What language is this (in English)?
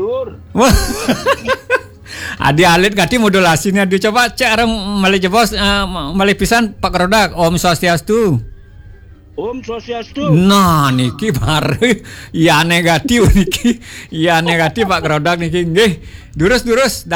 Balinese